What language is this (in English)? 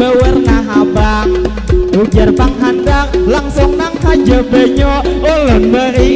Banjar